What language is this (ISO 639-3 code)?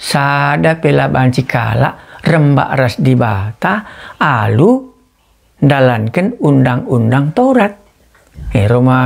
btx